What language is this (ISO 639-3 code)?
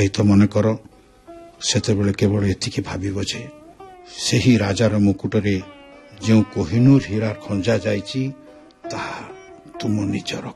ori